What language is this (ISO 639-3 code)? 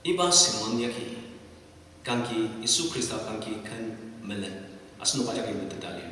njo